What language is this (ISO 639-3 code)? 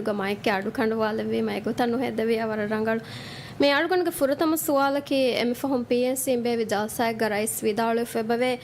div